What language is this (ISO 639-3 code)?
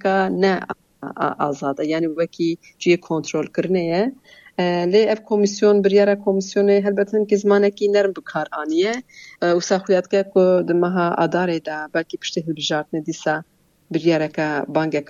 kur